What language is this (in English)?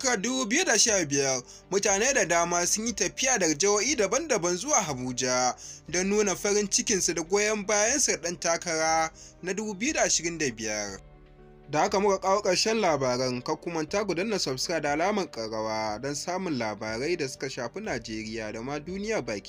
Hausa